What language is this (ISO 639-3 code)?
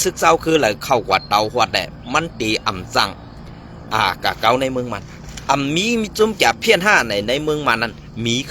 shn